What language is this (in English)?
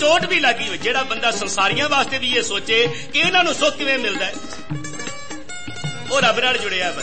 Punjabi